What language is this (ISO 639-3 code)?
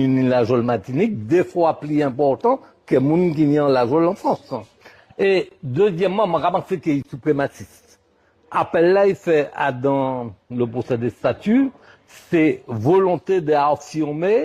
gcf